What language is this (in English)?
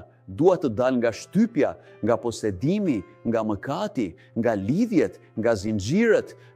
Albanian